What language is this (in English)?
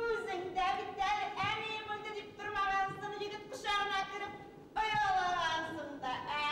Bashkir